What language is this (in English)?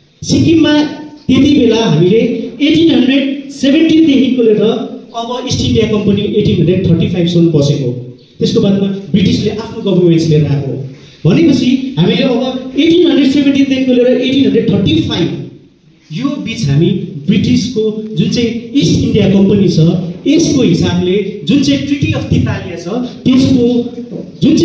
Nepali